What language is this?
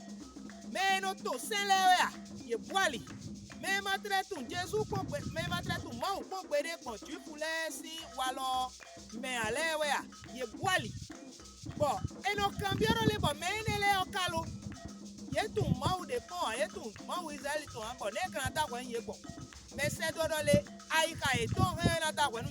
Fon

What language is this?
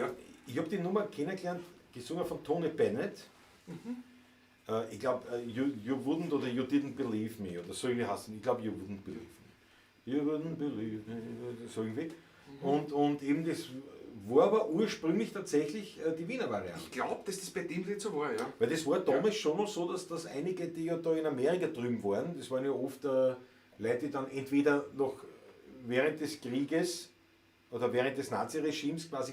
Bavarian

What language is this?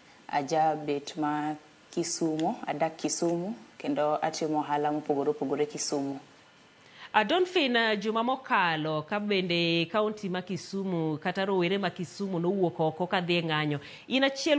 Luo (Kenya and Tanzania)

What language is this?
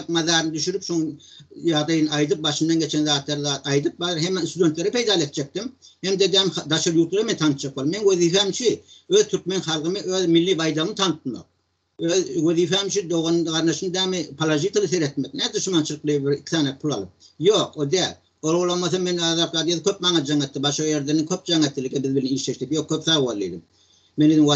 Turkmen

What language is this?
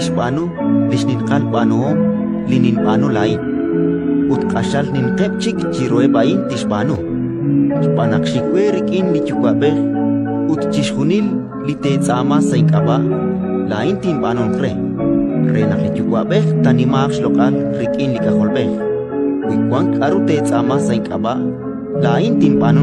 Kekchí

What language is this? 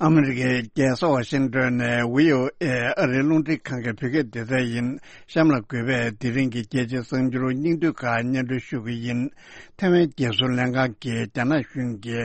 Tibetan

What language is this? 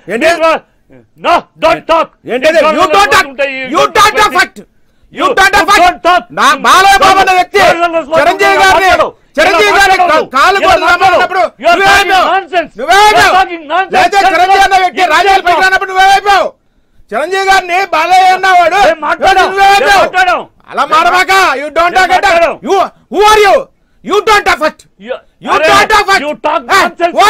Telugu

